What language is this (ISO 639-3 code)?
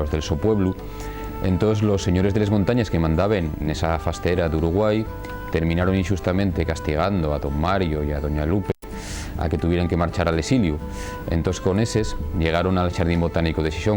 ast